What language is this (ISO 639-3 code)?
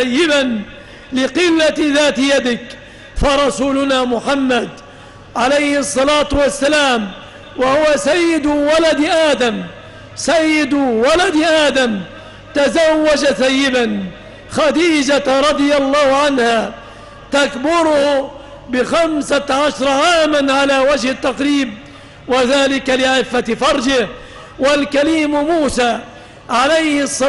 ara